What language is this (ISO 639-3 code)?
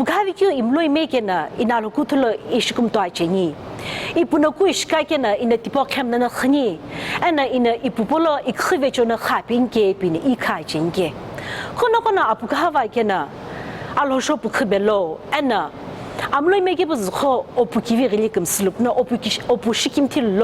nsm